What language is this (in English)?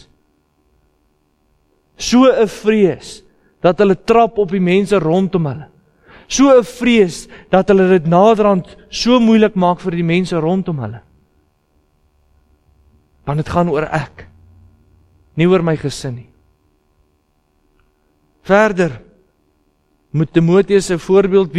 Afrikaans